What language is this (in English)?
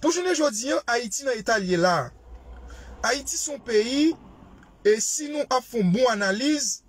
Haitian Creole